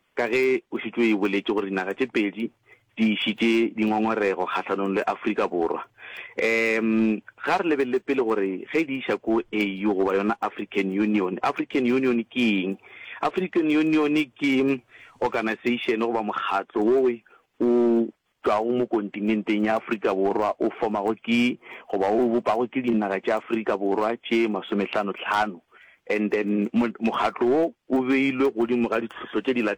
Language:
Northern Sotho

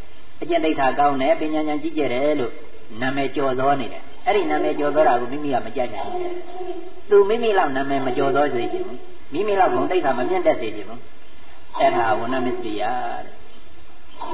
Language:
Burmese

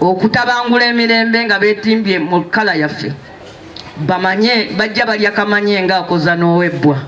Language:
Ganda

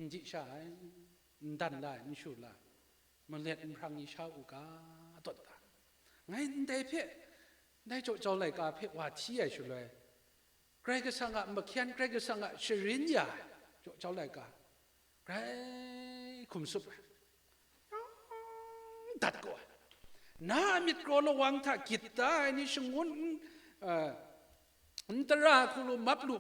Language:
Kachin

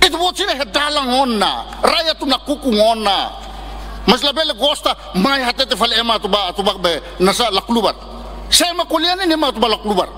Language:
Tetum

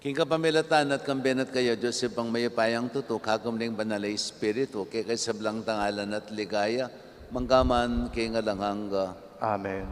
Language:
Pampanga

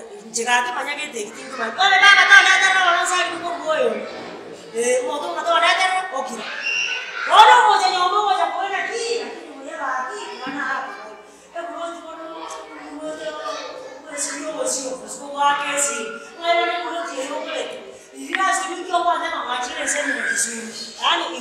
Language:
Gusii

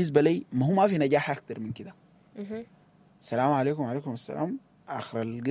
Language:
Sudanese Arabic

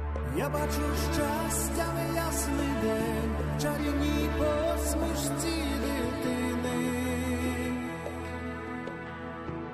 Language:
Ukrainian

